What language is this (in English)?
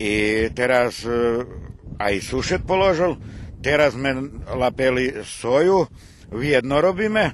Rusyn